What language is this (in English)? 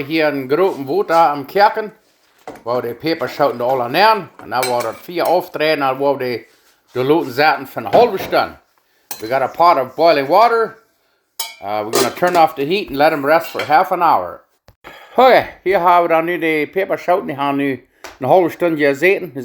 Plautdietsch